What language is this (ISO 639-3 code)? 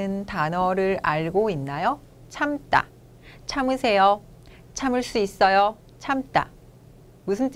kor